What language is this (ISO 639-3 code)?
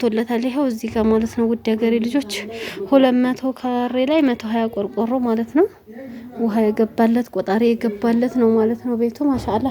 amh